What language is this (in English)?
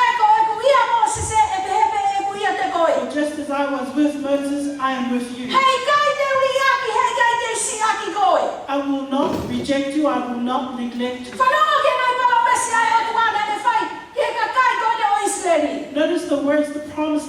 Tongan